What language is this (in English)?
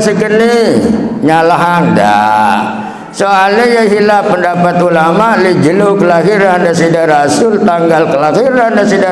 Sasak